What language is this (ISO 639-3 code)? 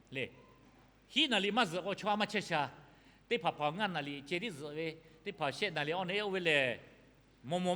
lhu